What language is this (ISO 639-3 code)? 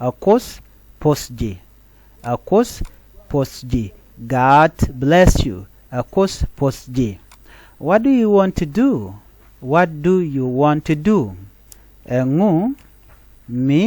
nus